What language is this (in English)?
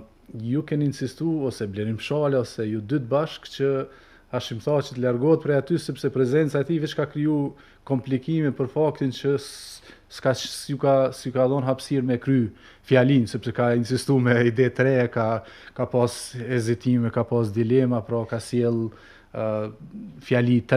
Albanian